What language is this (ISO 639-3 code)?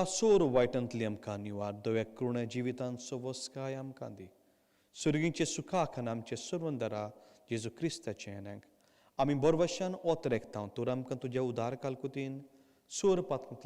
kok